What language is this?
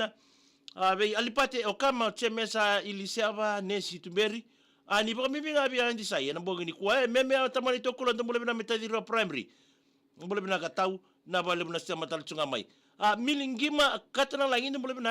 Fijian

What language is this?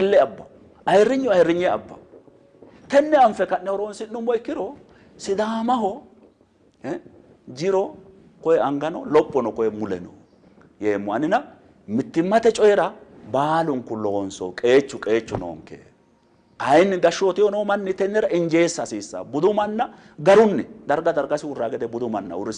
Sidamo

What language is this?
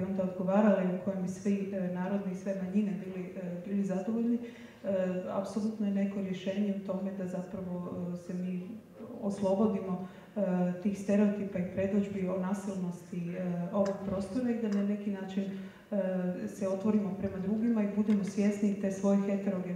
Croatian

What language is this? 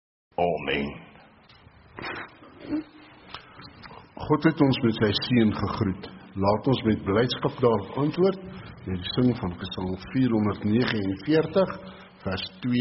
Afrikaans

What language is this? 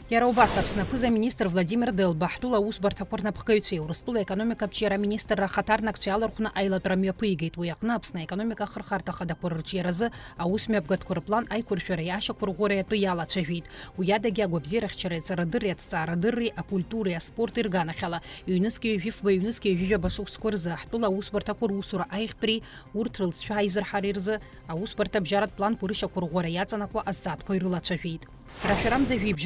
Abkhazian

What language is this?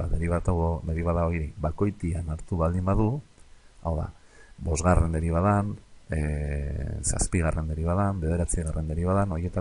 Basque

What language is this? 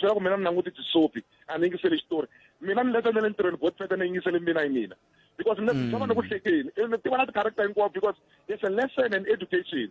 Tsonga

